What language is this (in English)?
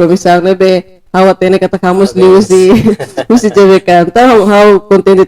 Tetum